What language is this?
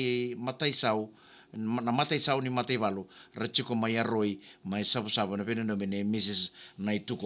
Fijian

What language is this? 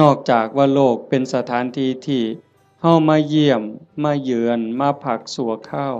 Northeastern Thai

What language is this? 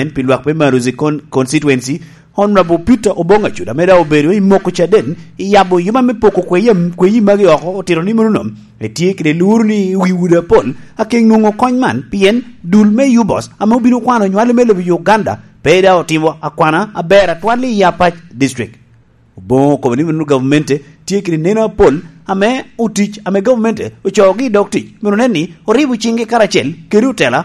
Lango (Uganda)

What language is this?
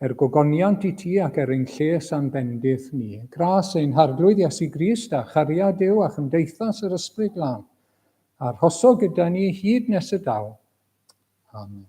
Welsh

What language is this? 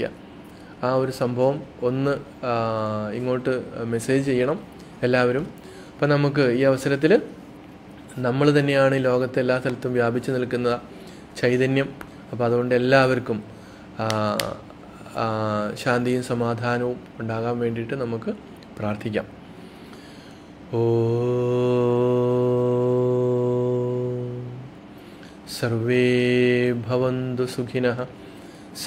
Malayalam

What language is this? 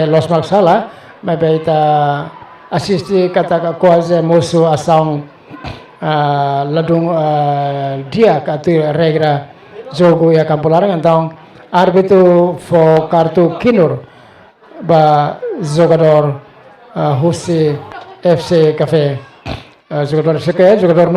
Tetum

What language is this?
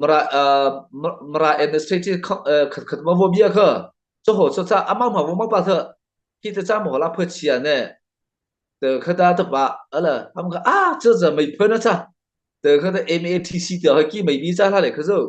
Mara Chin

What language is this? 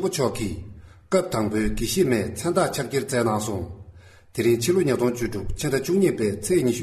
Tibetan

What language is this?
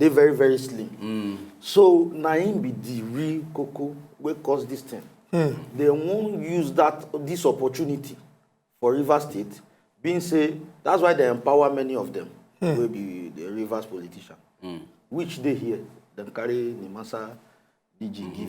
Nigerian Pidgin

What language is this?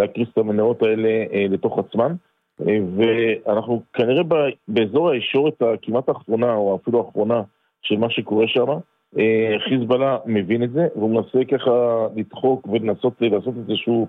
Hebrew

